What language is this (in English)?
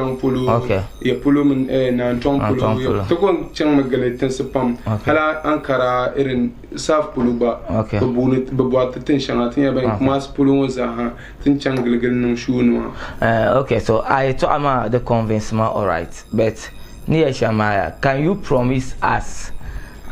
Dagbani